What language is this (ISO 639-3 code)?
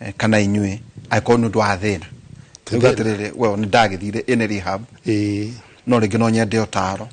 kik